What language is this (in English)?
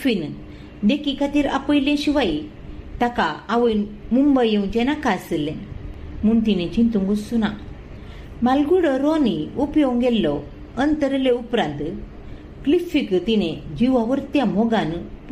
Konkani